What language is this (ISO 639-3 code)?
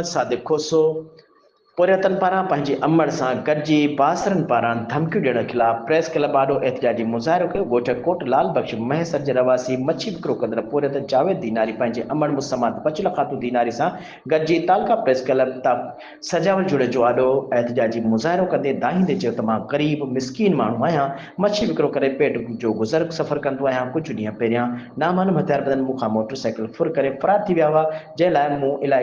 snd